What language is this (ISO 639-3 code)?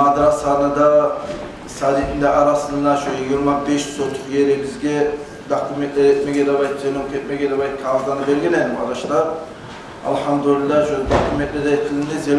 kum